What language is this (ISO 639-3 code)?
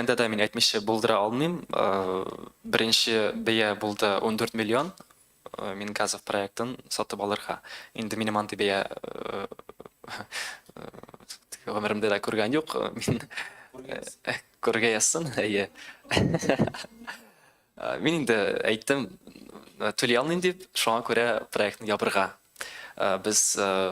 tat